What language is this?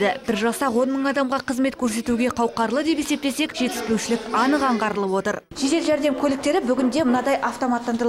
Kazakh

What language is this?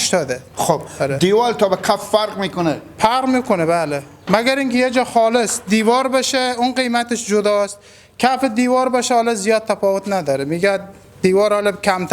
Hazaragi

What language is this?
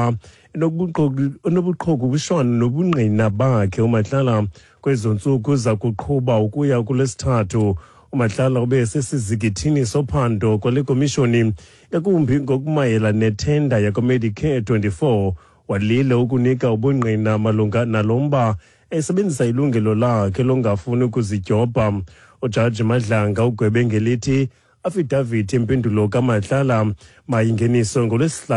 Xhosa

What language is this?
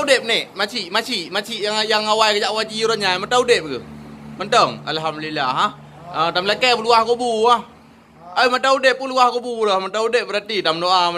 Achinese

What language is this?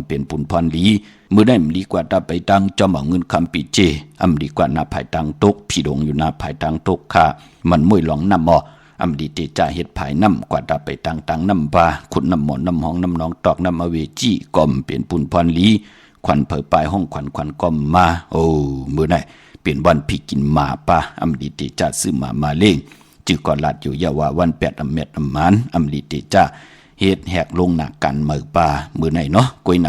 Shan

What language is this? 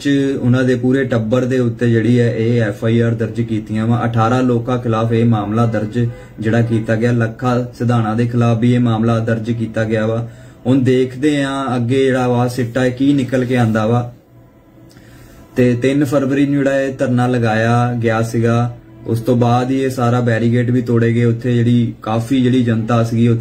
Punjabi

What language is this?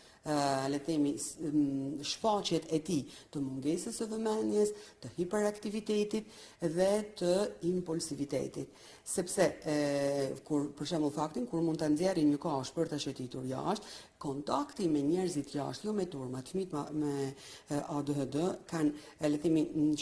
Albanian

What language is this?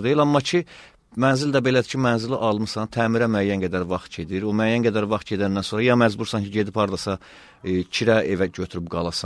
Azerbaijani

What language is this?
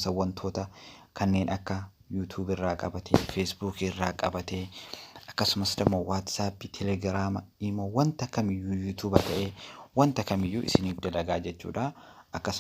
Oromo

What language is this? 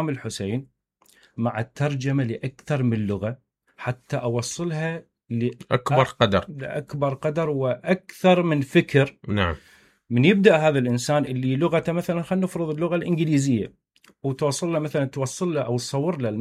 Mesopotamian Arabic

